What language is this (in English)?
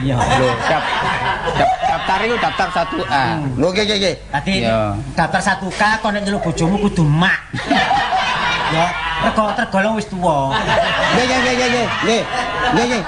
Javanese